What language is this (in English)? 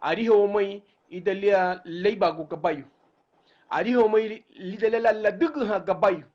Garifuna